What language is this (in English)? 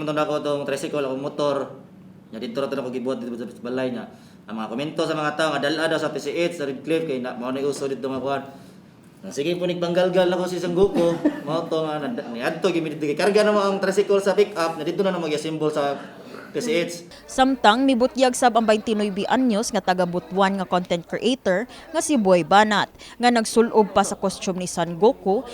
Cebuano